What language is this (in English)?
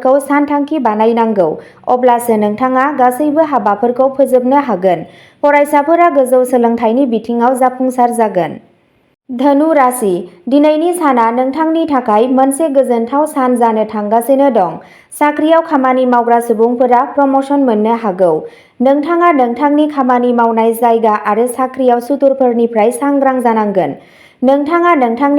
Bodo